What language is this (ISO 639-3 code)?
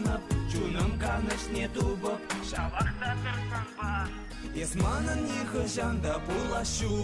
chv